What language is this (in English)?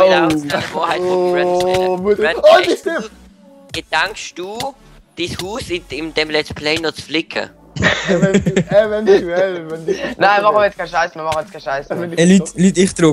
Swiss German